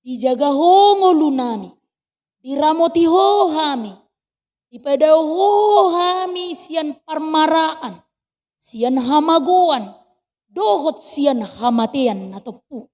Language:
Batak Toba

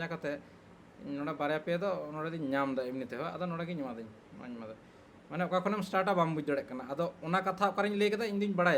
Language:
Santali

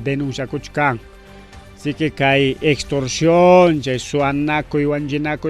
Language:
Ayacucho Quechua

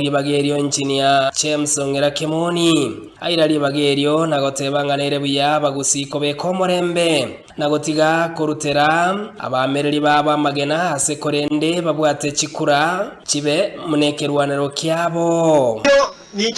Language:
Gusii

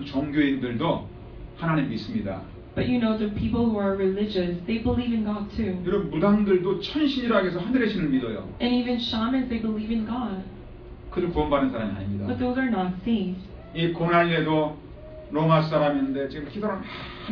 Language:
Korean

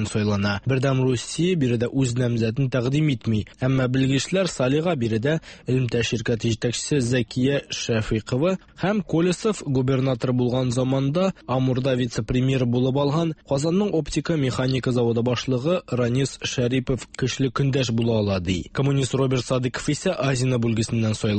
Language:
Tatar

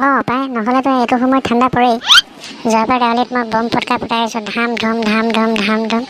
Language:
Assamese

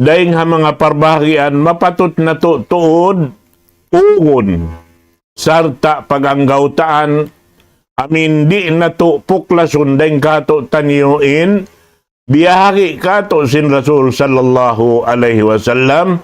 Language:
Tausug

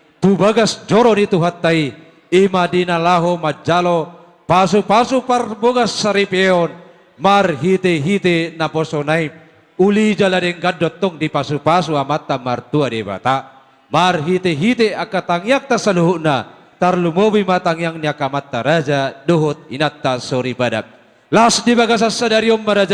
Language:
Batak Toba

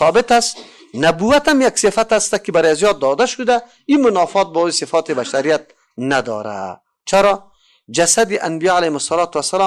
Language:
Persian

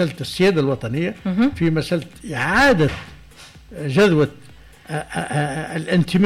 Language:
Tunisian Arabic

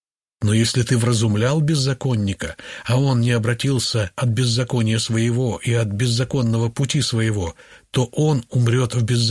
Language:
Russian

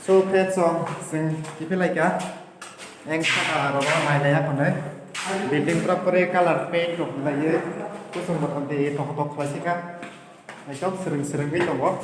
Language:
Kok Borok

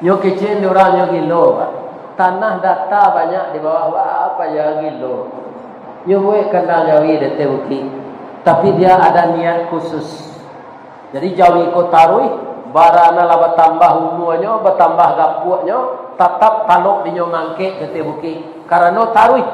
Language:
Minangkabau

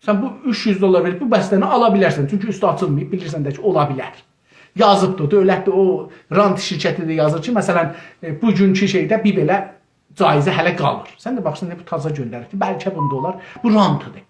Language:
South Azerbaijani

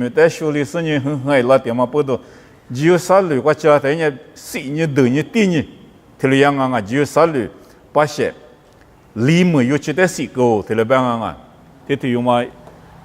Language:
Lisu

